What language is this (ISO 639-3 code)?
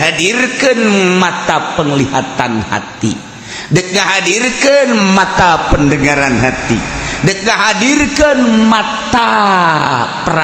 sun